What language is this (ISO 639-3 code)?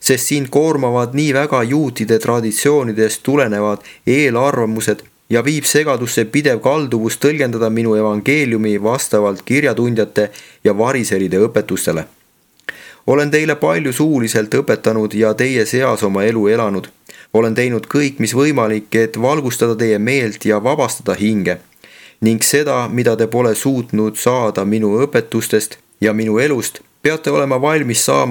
est